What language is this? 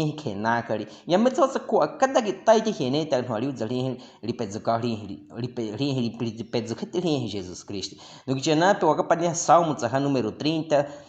Baniwa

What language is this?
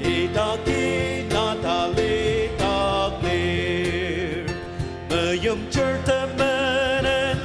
Ao Naga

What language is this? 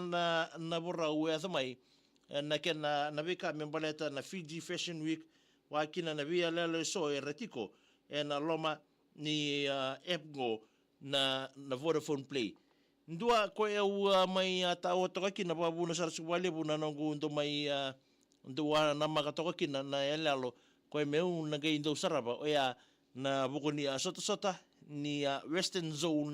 Fijian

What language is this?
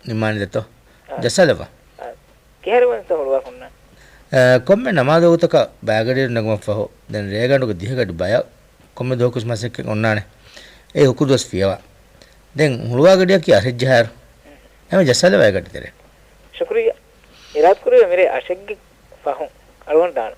Divehi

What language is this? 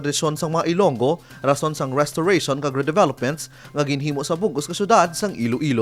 Hiligaynon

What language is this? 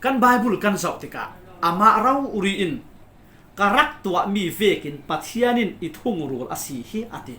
Falam Chin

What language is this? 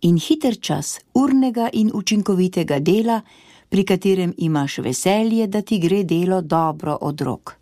Slovenian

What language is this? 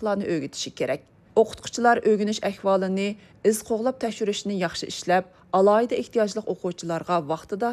Uyghur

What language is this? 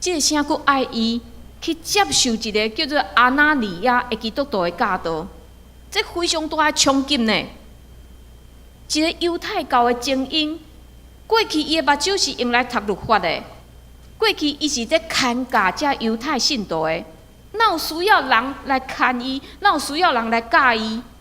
Min Nan Chinese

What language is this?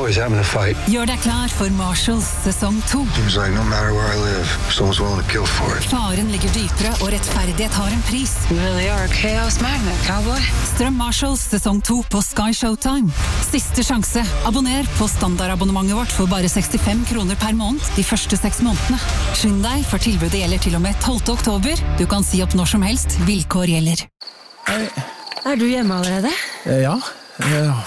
Norwegian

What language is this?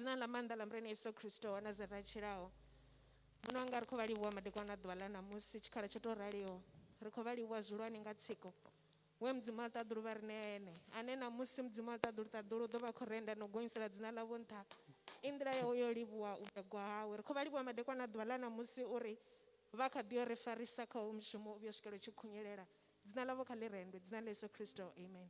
Venda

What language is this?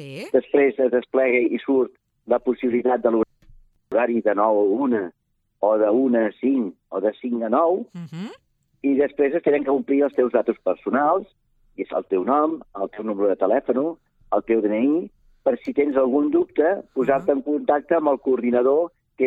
Catalan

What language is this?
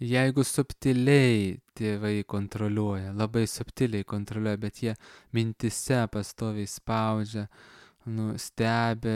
Lithuanian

